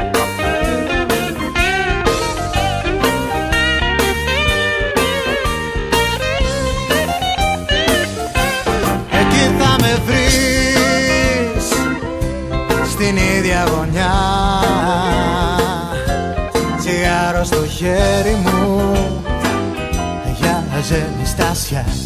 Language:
Greek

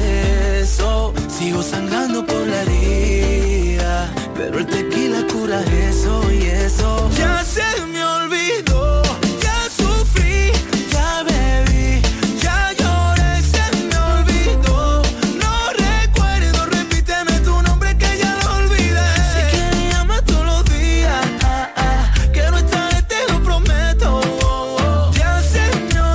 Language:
Spanish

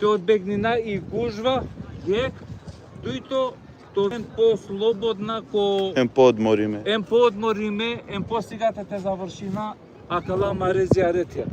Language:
Balkan Romani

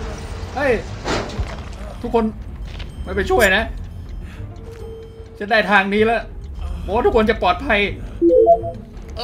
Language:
Thai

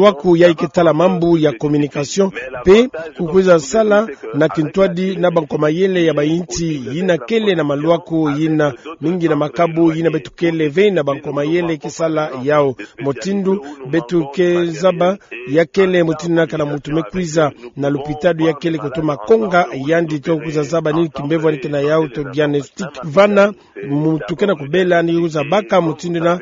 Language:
Kituba (Democratic Republic of Congo)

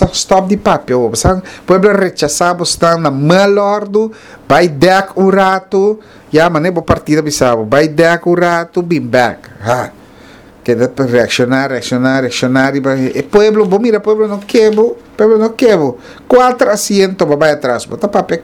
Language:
Papiamento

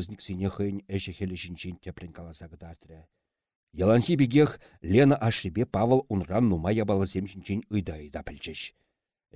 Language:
Chuvash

